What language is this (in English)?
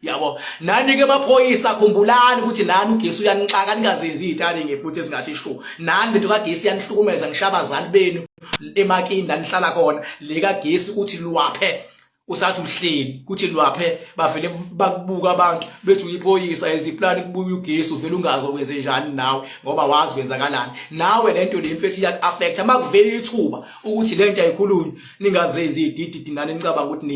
Zulu